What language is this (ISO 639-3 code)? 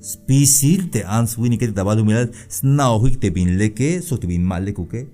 tzh